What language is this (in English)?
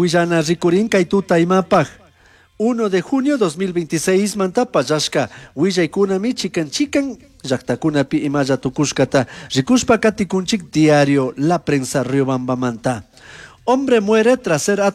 Chimborazo Highland Quichua